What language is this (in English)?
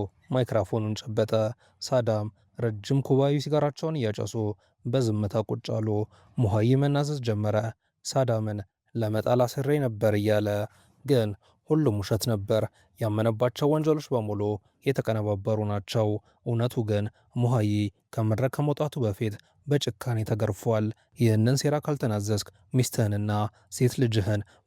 Amharic